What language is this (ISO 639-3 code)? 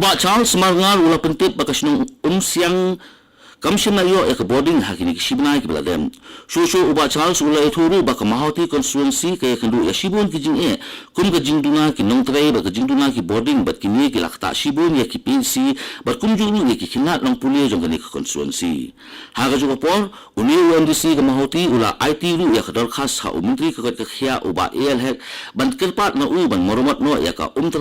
kha